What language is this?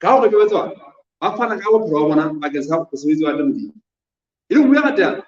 Southern Sotho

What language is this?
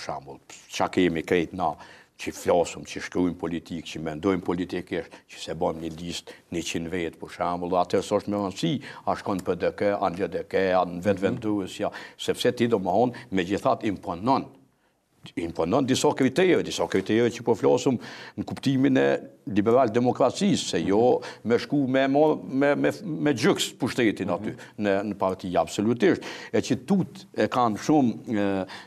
Albanian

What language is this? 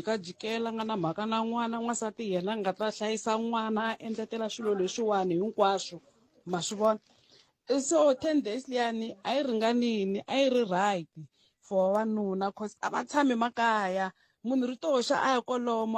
Tsonga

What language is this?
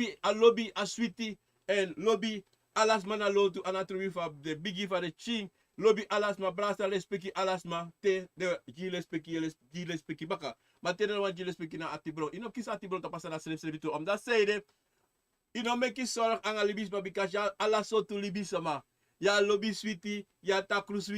Sranan Tongo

